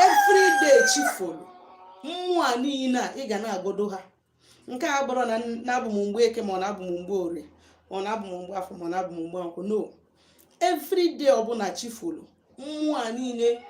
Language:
Igbo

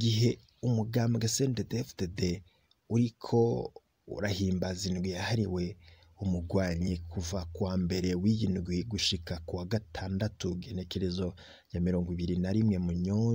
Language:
Rundi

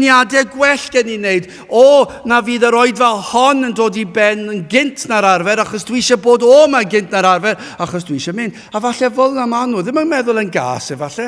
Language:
Welsh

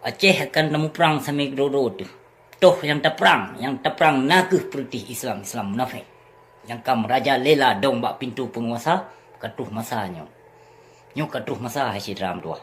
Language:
Achinese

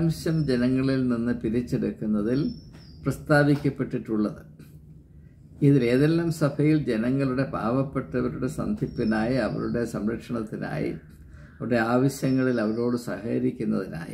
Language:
Malayalam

